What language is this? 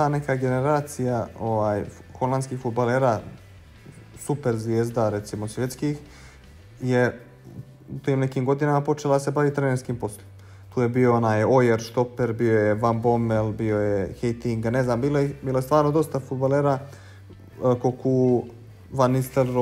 Bosnian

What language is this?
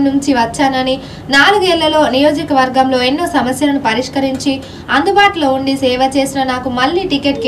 Telugu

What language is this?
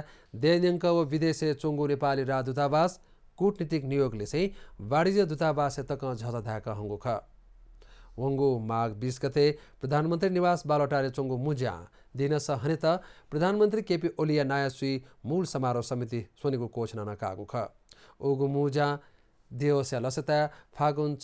Newari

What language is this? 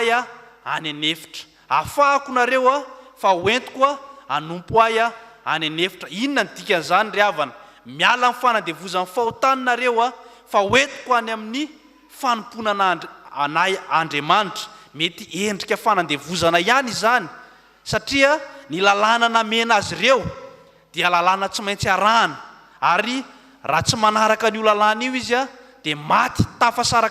Malagasy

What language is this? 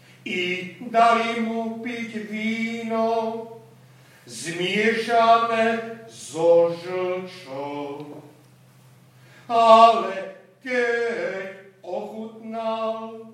Slovak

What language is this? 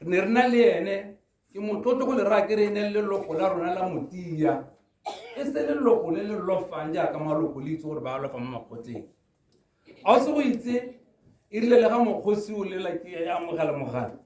Tswana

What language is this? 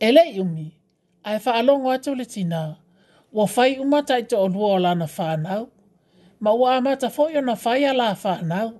Samoan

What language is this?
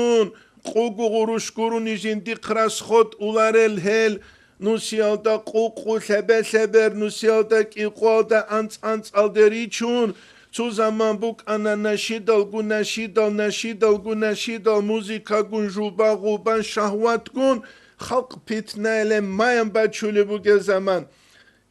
Avaric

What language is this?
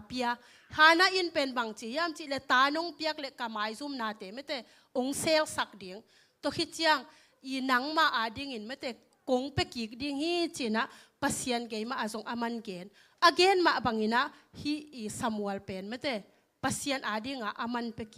Tedim Chin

